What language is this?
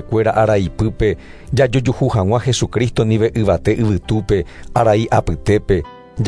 Guarani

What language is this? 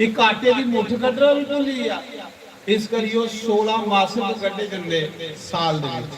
Dogri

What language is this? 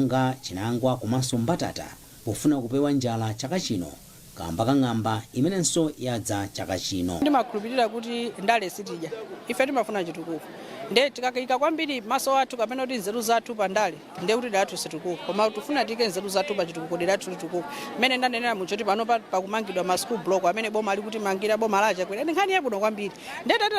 Nyanja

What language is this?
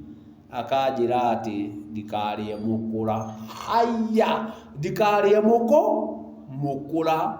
Kikuyu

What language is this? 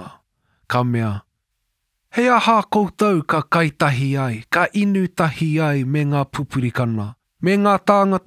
Māori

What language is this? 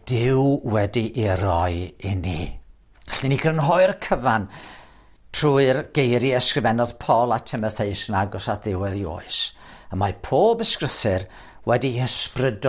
Welsh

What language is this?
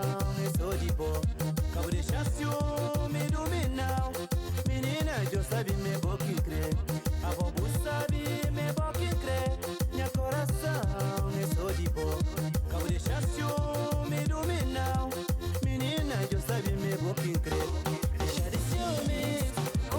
Kabuverdianu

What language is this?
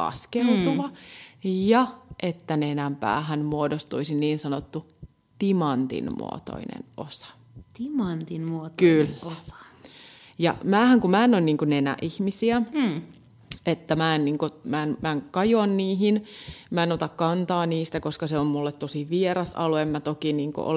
Finnish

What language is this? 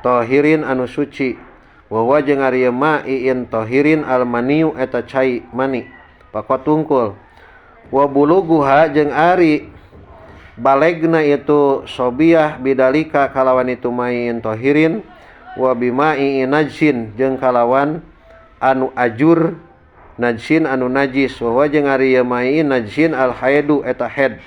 Sundanese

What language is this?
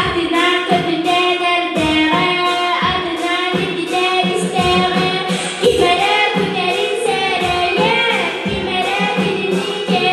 Yakut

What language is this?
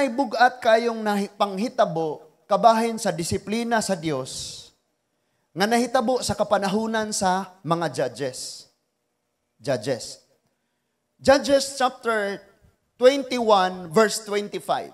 Cebuano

